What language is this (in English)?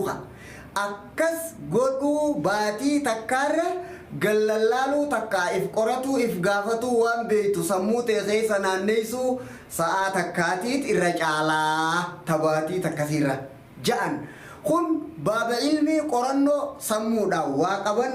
Oromo